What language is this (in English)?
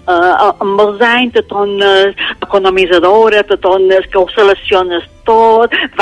Catalan